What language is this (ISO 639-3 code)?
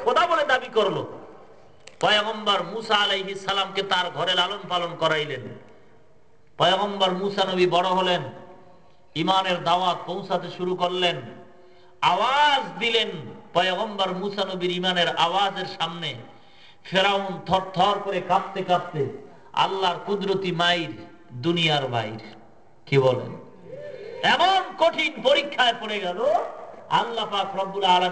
ben